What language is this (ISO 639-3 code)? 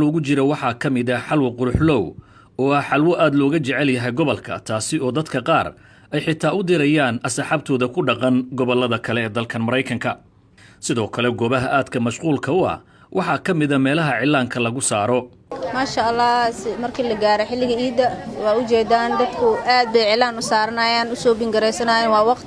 som